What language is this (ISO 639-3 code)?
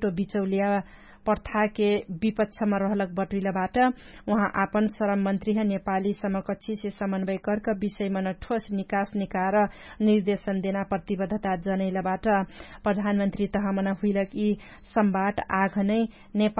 thl